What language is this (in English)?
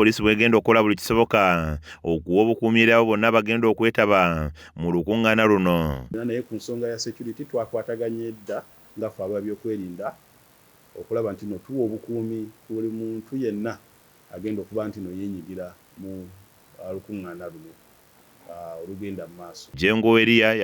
Ganda